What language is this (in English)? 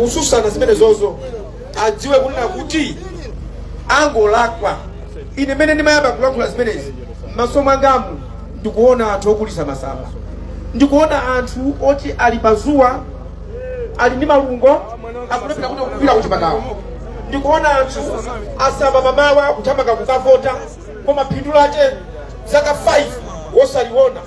Nyanja